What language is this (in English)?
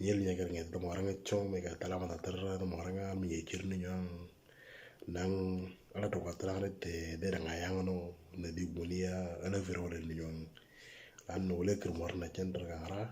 Moro